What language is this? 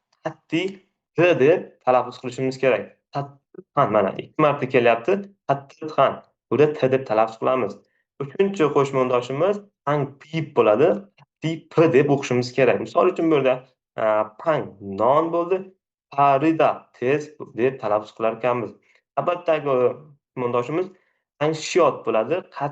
Uzbek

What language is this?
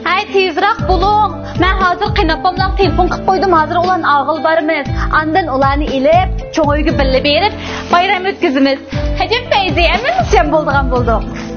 Uyghur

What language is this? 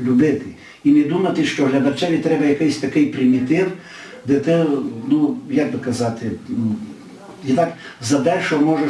Rusyn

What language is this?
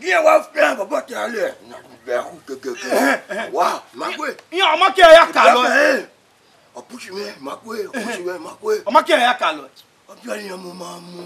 Bini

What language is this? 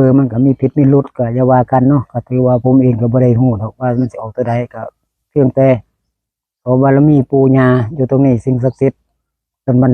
Northeastern Thai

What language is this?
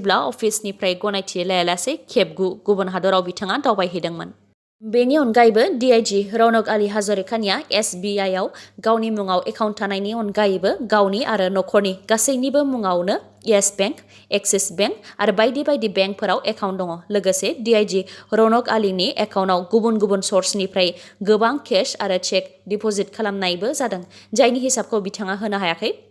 Bodo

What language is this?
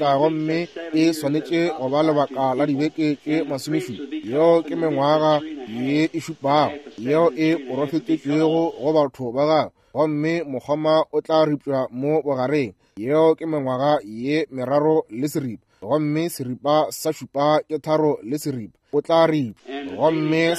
Northern Sotho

